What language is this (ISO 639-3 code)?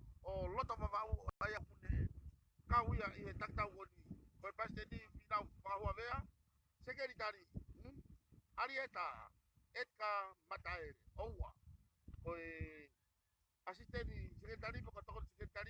ton